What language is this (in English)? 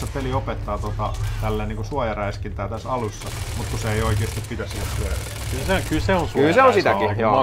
Finnish